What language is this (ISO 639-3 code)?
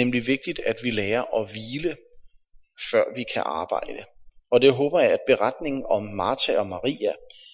dan